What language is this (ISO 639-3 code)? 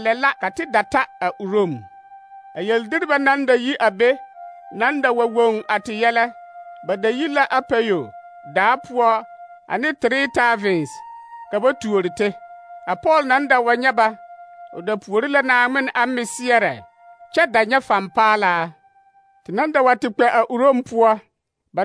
dga